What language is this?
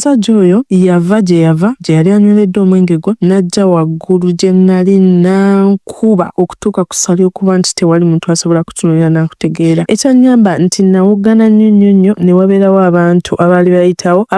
Ganda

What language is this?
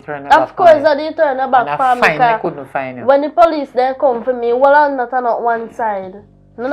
Jamaican Creole English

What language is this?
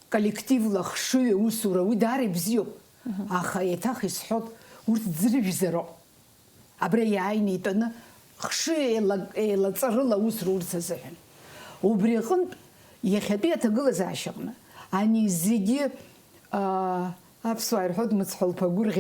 Abkhazian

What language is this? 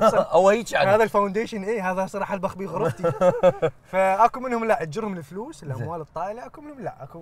Mesopotamian Arabic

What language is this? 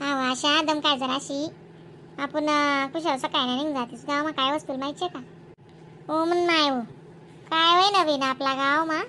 Khandesi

